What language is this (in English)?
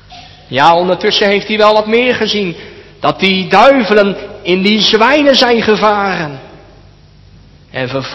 Dutch